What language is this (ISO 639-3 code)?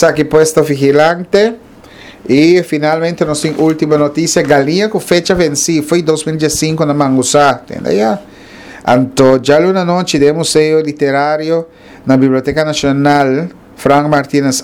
pap